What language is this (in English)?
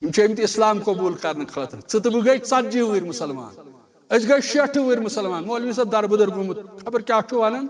Kashmiri